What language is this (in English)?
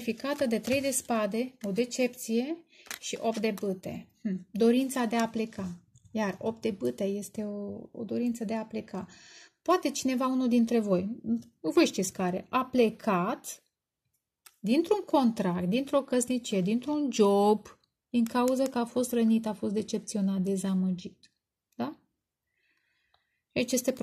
Romanian